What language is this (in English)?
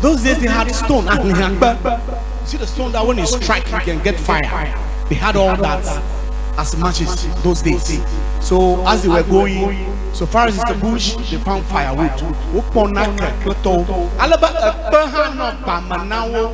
Ewe